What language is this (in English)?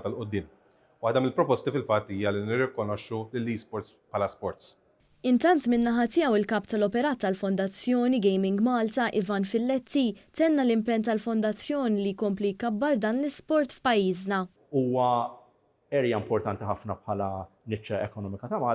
Maltese